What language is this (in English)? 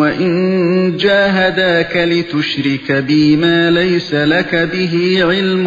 Uyghur